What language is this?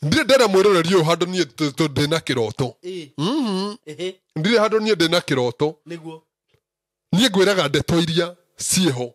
Kikuyu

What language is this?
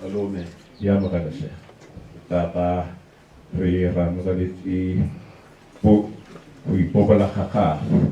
Tswana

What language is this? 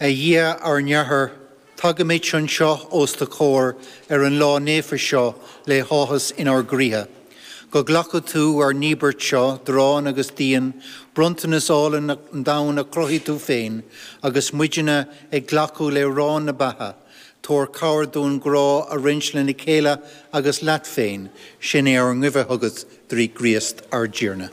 Irish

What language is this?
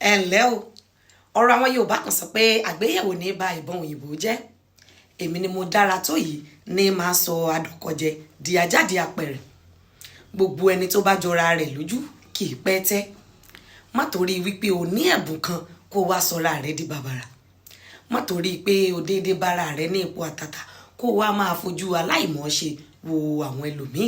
Yoruba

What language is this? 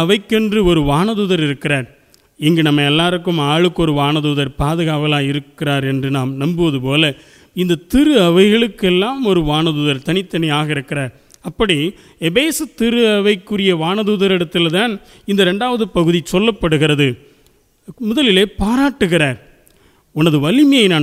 Tamil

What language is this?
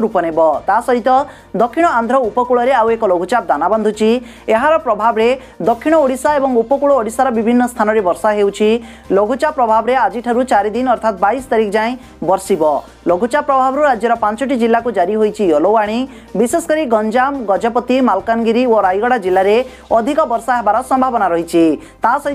Odia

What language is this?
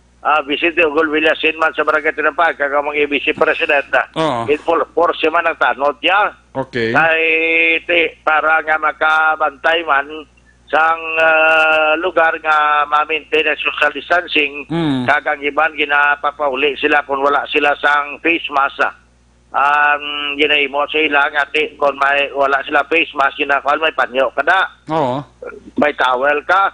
Hiligaynon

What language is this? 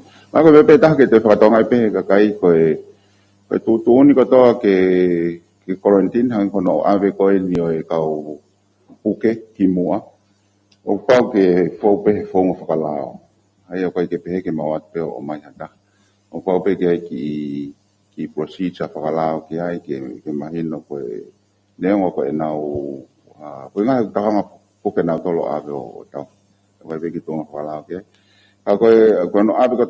Tongan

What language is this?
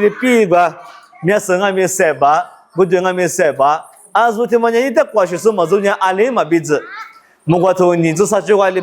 Lisu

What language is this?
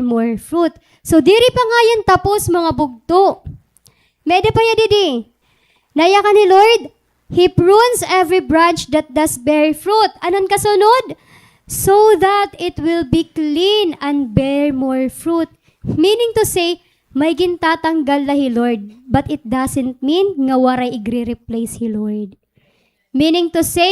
Waray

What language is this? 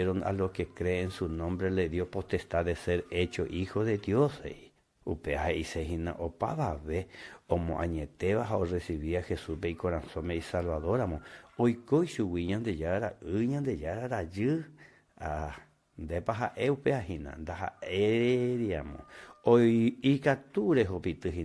Guarani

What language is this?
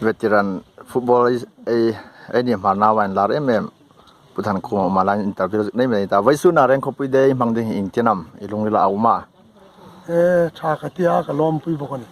Hmar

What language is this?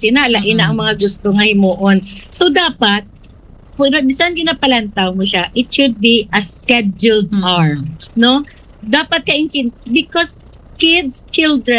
Hiligaynon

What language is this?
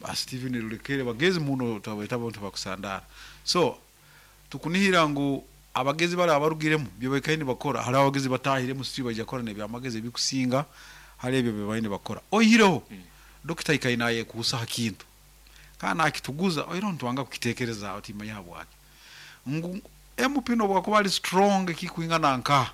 Nyankole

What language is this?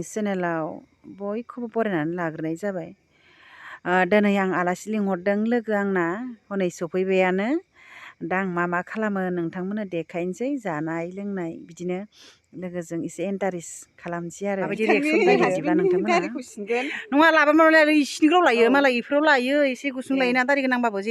Bodo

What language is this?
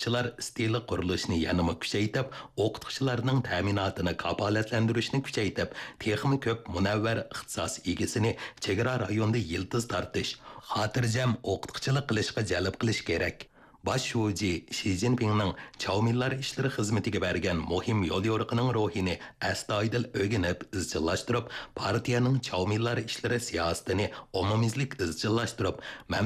Uyghur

